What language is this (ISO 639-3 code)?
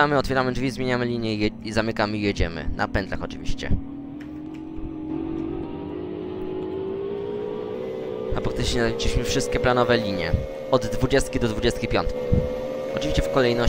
pol